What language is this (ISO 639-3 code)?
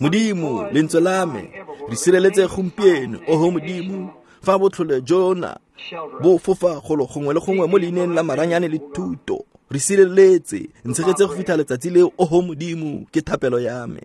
tsn